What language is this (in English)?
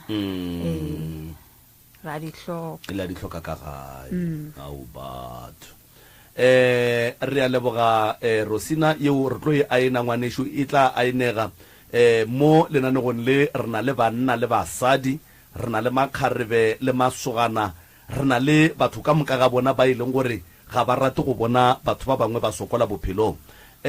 Northern Sotho